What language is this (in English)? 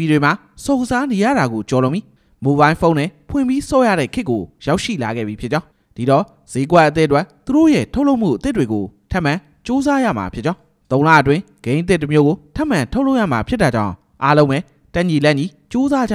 Burmese